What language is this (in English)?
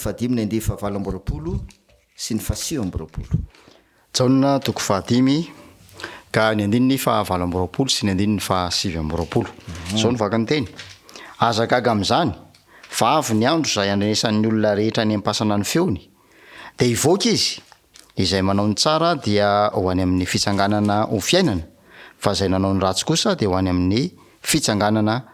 Malagasy